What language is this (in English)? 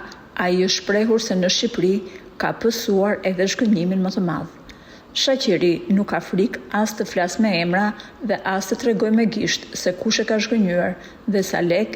Albanian